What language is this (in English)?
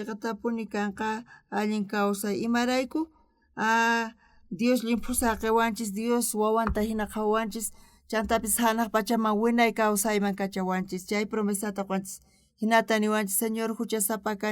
South Bolivian Quechua